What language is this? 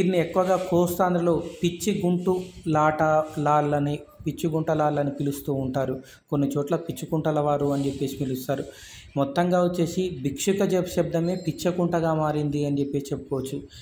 Telugu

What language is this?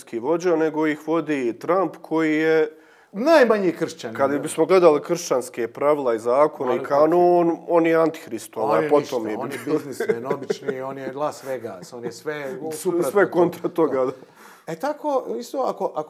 Bosnian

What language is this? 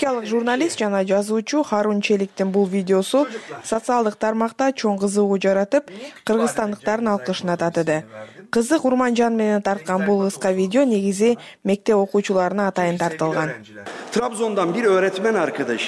Kyrgyz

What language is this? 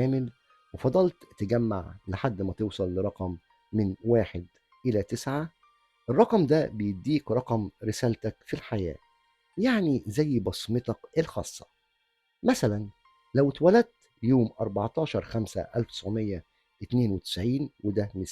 Egyptian Arabic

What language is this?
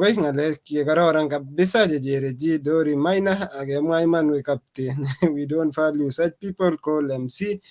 Kalenjin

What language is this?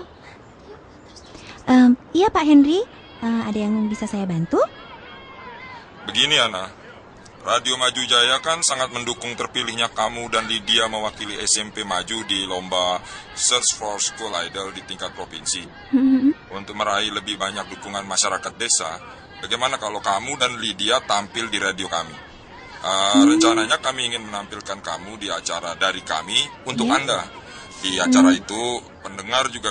Indonesian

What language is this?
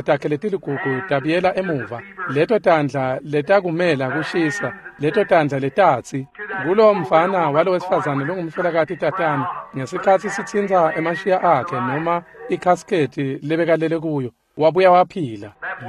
Swati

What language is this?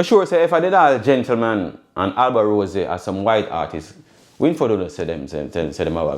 Jamaican Creole English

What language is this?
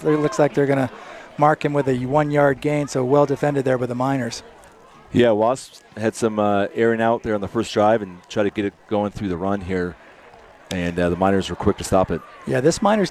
English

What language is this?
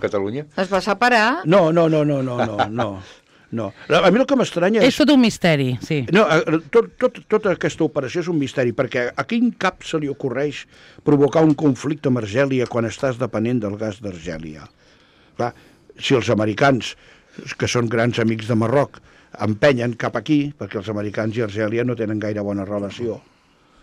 Catalan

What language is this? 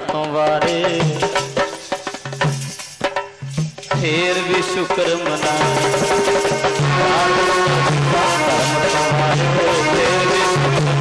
Punjabi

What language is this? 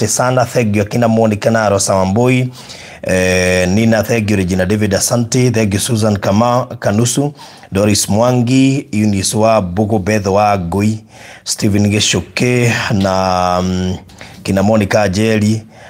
Kikuyu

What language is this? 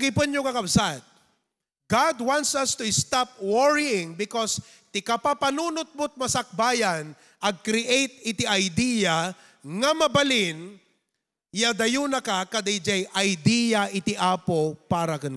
Iloko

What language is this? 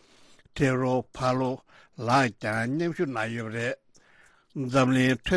Tibetan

